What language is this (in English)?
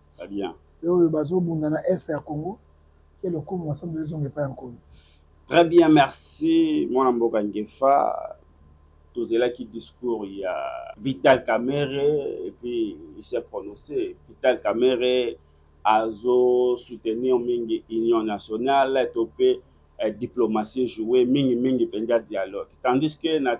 Lingala